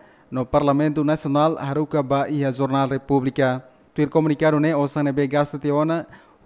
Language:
Tetum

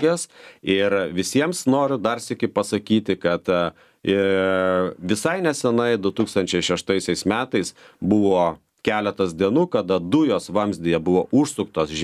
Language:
Lithuanian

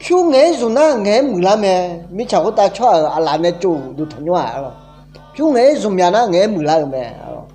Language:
Akha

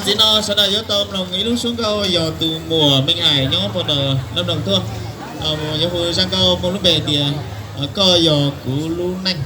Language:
Hmong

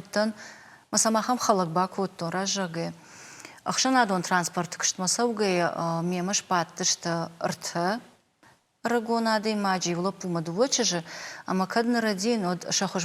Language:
Ossetic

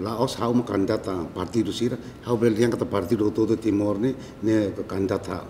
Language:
Tetum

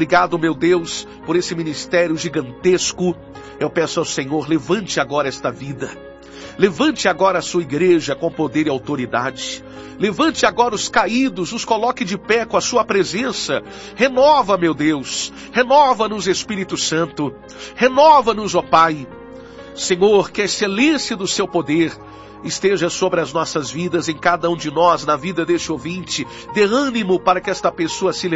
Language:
Portuguese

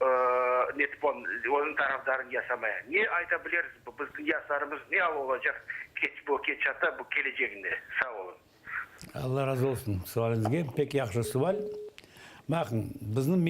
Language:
Crimean Tatar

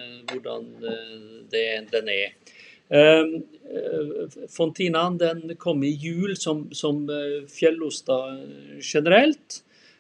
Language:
Norwegian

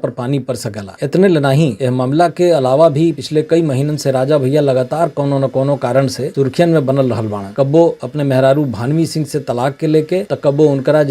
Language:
Bhojpuri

